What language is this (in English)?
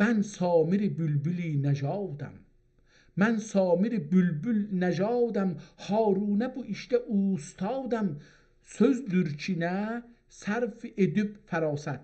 South Azerbaijani